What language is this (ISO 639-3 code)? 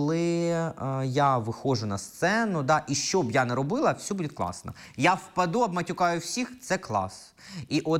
ukr